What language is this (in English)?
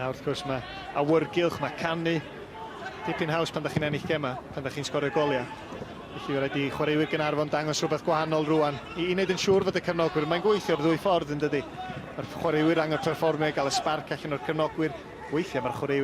Welsh